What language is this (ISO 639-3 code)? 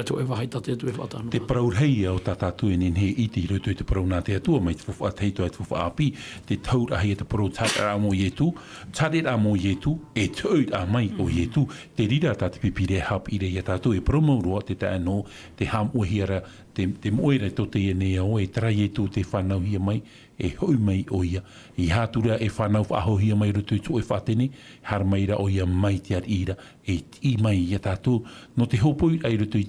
tah